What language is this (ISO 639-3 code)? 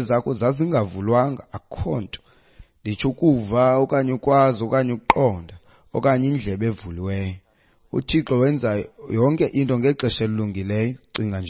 xho